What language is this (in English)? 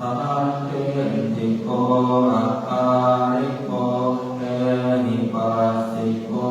Pali